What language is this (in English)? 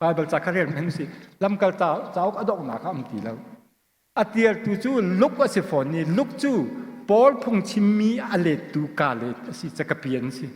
Hakha Chin